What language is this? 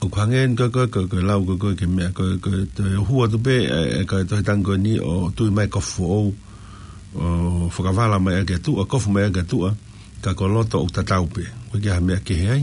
Tongan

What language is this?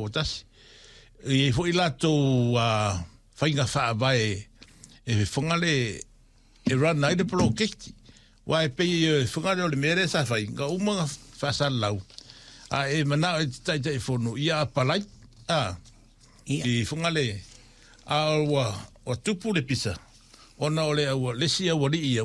Samoan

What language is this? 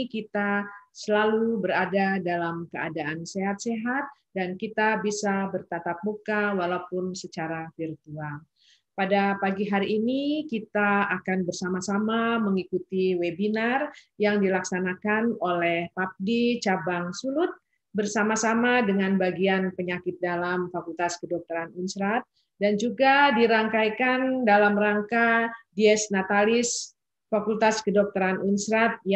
Indonesian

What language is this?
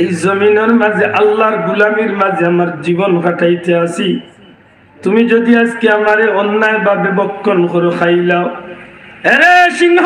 Sylheti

